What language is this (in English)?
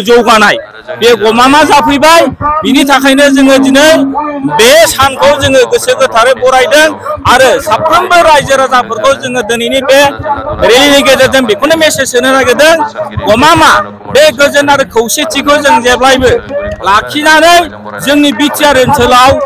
Bodo